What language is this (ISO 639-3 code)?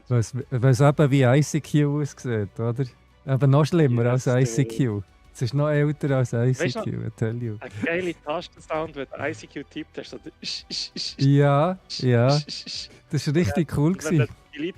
gsw